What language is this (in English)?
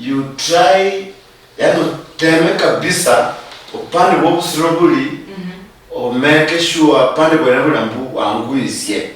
Luyia